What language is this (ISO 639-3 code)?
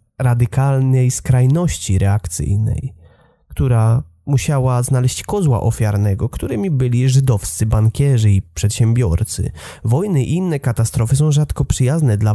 pol